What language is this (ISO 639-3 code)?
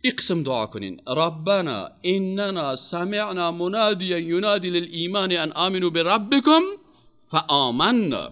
fas